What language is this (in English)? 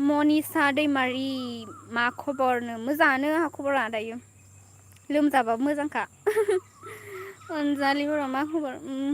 Bodo